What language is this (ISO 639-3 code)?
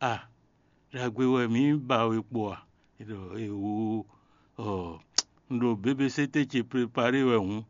fon